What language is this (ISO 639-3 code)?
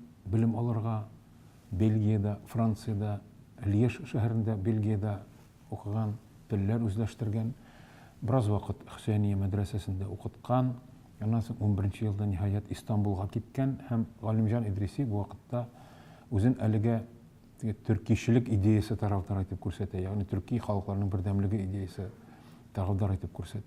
tat